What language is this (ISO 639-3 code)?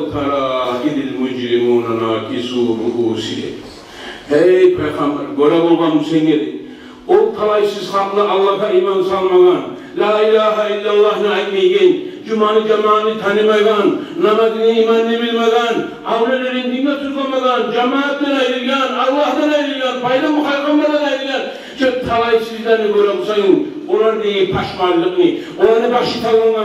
kum